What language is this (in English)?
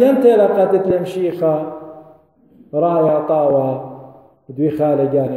Assyrian Neo-Aramaic